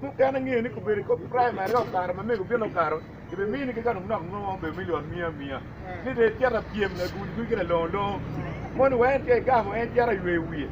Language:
Acoli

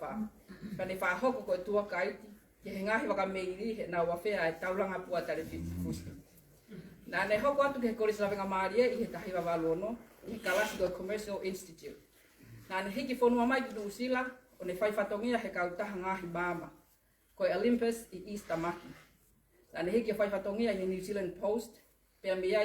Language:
Tongan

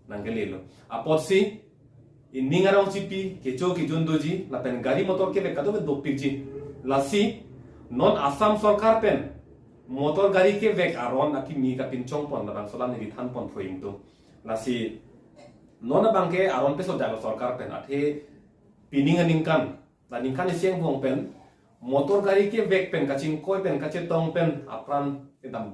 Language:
Karbi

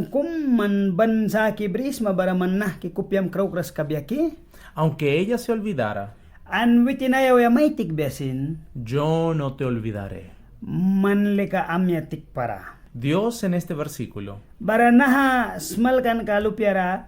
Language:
Mískito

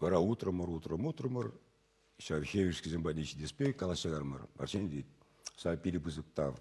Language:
Chuvash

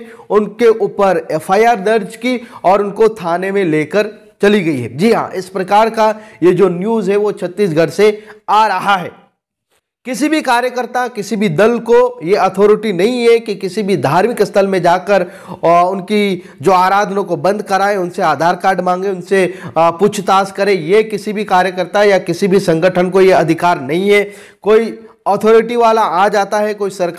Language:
Hindi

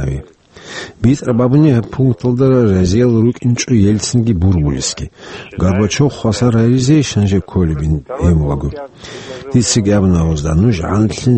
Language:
Avaric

